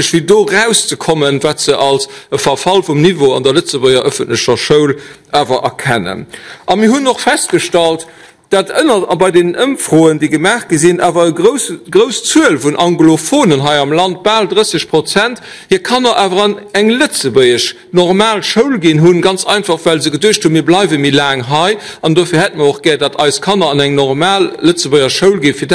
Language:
Luxembourgish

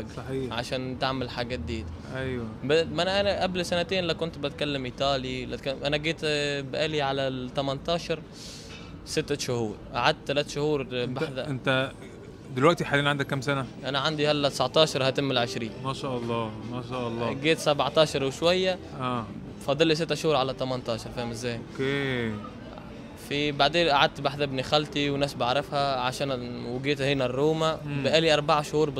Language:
Egyptian Arabic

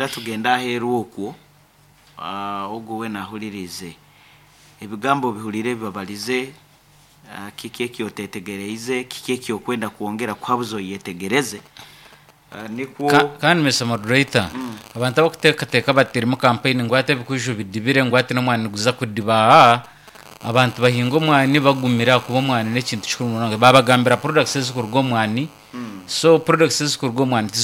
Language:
Nyoro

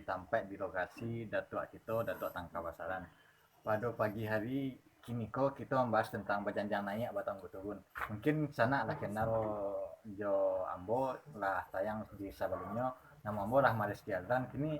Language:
Minangkabau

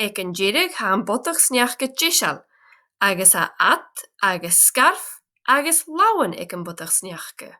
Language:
Scottish Gaelic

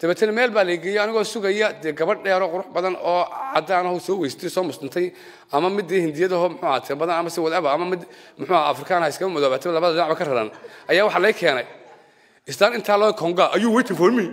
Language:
Somali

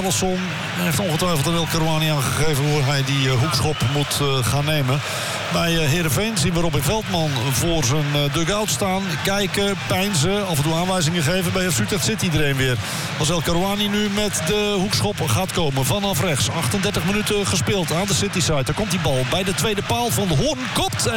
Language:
Dutch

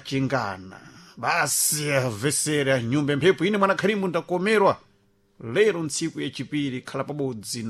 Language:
Sena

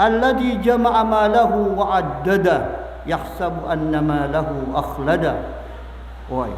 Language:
Maranao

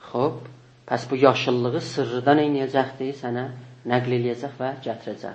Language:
South Azerbaijani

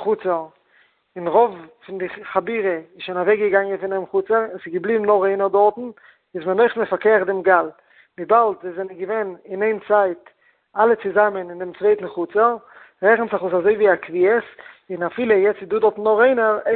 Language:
Yiddish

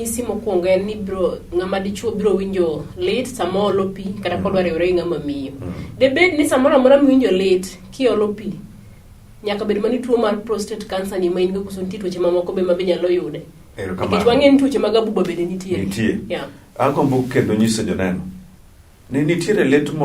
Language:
Luo (Kenya and Tanzania)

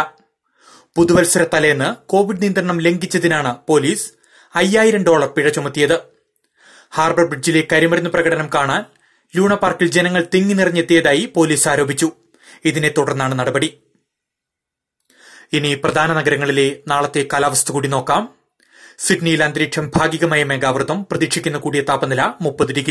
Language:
Malayalam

